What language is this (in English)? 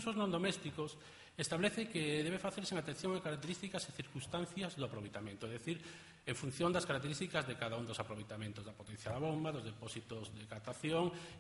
Galician